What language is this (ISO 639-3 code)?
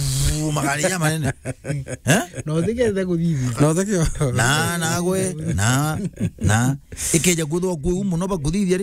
mer